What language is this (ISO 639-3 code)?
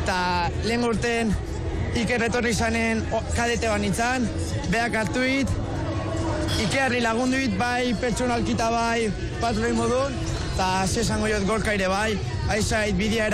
eus